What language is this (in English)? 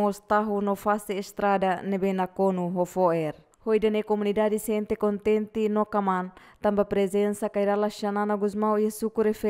Tetum